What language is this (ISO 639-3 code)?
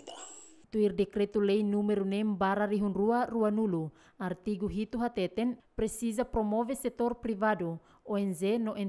tet